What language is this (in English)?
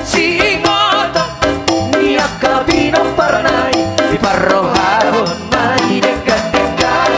Batak Toba